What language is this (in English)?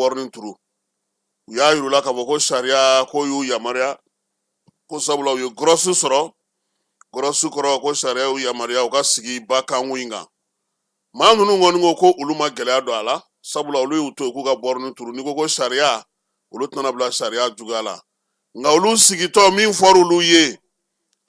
Bambara